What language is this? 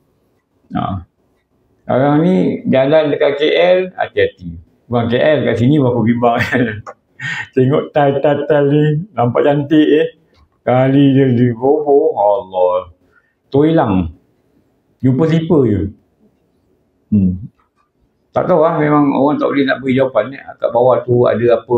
Malay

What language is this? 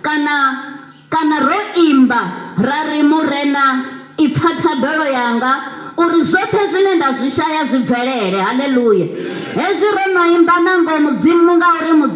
Venda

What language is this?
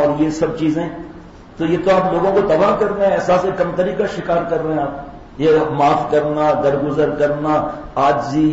Urdu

